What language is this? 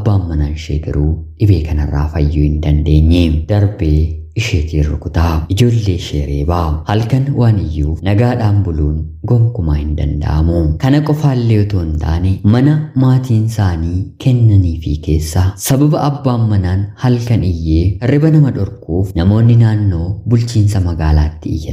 Oromo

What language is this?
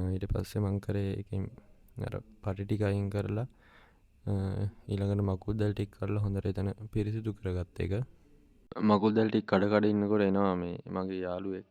Sinhala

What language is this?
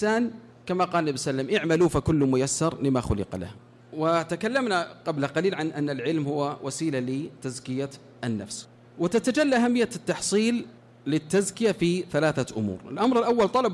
Arabic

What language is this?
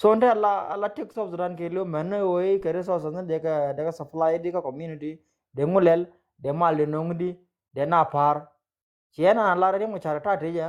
Nuer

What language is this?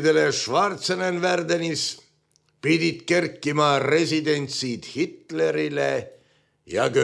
Estonian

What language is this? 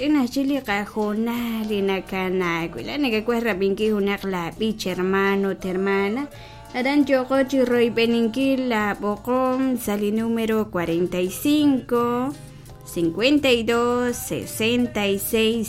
Kekchí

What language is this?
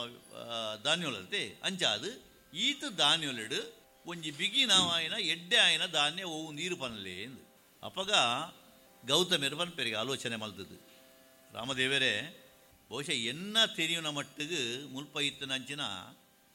Tulu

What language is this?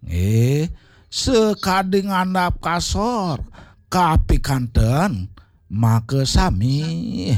Balinese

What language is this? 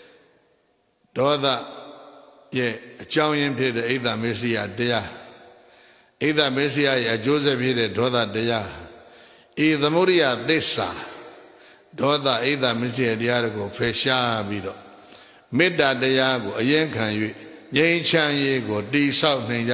Burmese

